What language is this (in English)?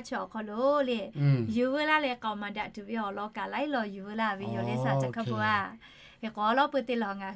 Lahu